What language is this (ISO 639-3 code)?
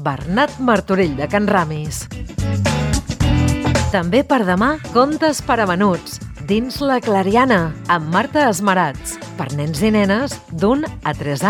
cat